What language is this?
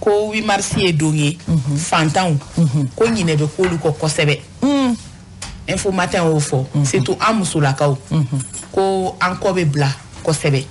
Bambara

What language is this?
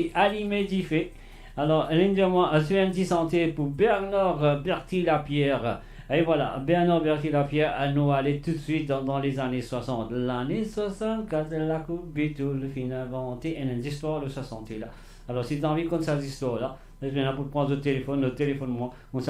Morisyen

